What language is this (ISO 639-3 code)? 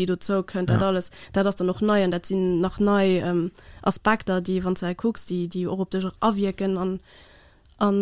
ltz